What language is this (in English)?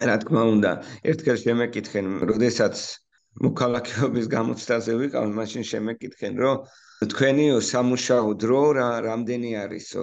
Georgian